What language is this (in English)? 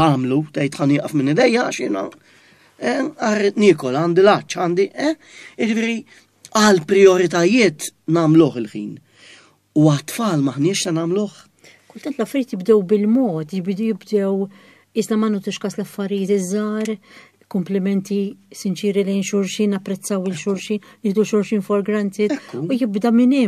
Maltese